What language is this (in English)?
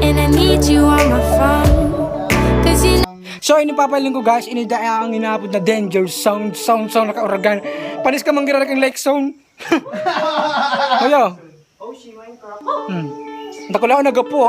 Bikol